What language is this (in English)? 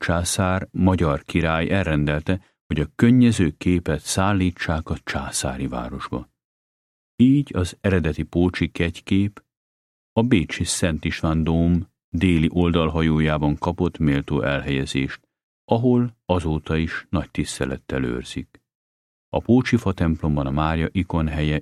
Hungarian